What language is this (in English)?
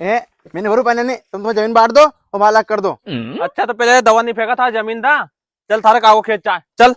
Rajasthani